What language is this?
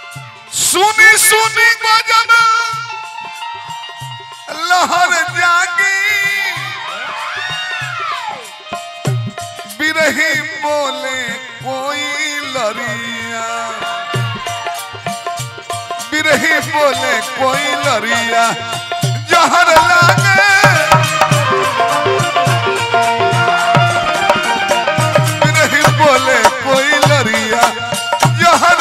Bhojpuri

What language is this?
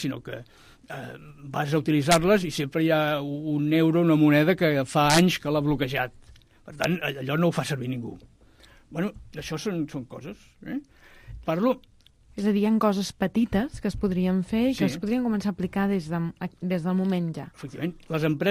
Catalan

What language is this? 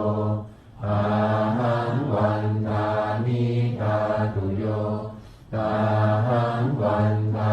Pali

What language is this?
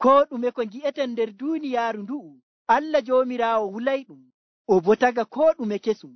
Nigerian Fulfulde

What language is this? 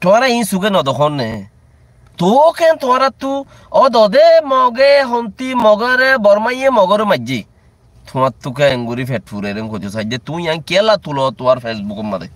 Rohingya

